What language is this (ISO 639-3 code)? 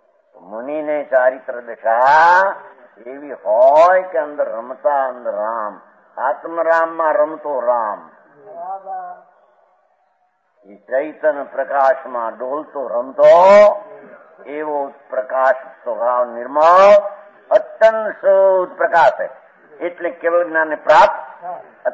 guj